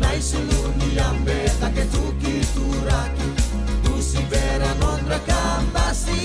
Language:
Fijian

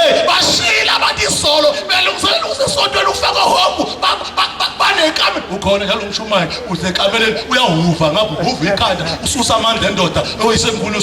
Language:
Zulu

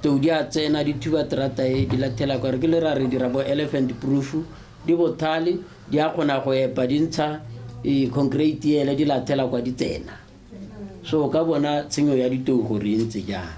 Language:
Tswana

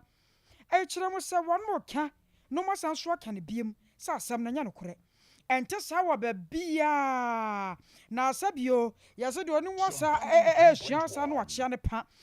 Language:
Akan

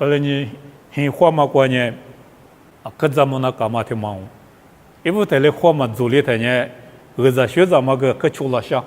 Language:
Lisu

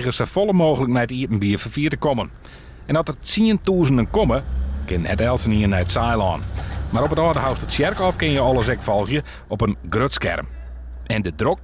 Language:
Western Frisian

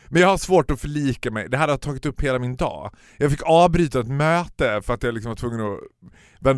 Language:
Swedish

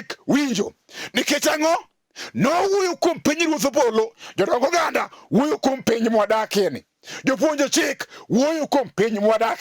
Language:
Luo (Kenya and Tanzania)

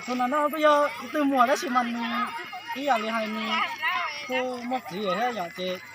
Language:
Hmong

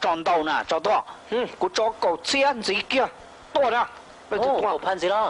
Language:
Hmong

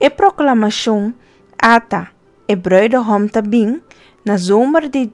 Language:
Papiamento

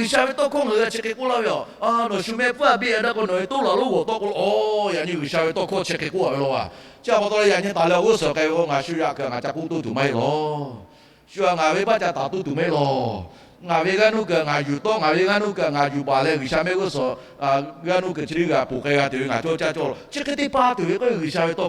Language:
Lahu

